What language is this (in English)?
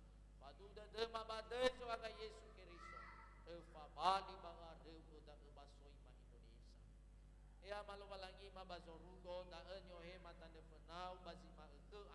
Nias